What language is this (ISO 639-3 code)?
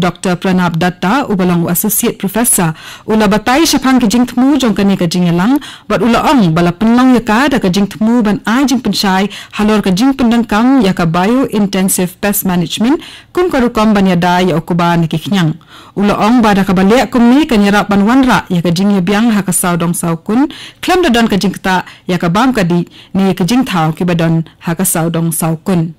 kha